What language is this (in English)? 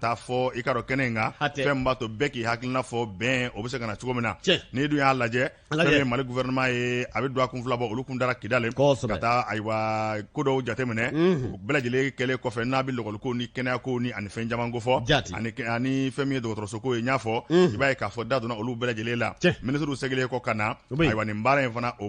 Bambara